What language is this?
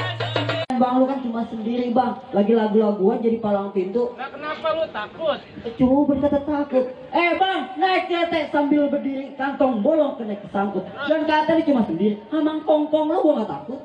Betawi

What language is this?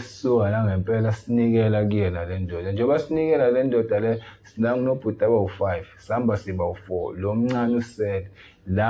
Zulu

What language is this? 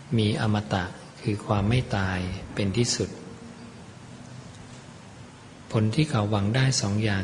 Thai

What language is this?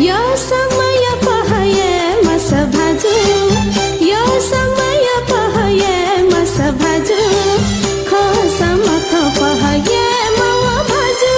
Newari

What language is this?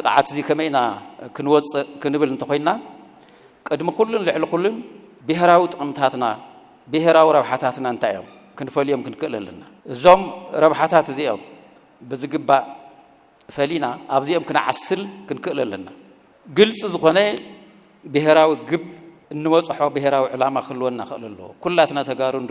Tigrinya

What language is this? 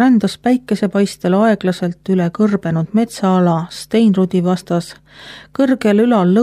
Estonian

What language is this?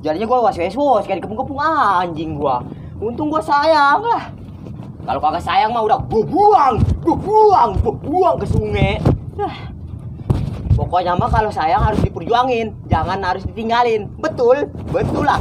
Betawi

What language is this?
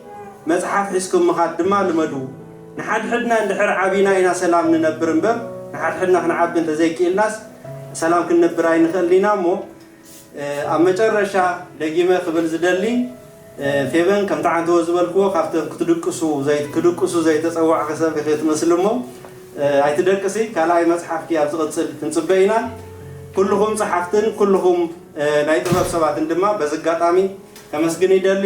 Tigrinya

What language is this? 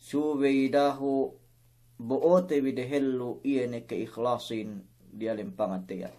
Yakan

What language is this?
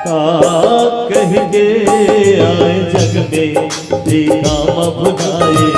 Chhattisgarhi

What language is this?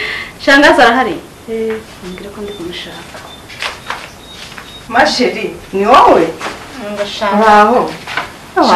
Kinyarwanda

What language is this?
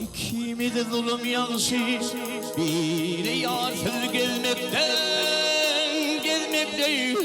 Turkmen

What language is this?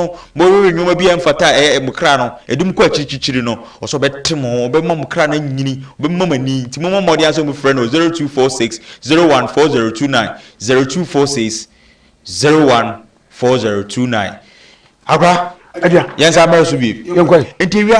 Akan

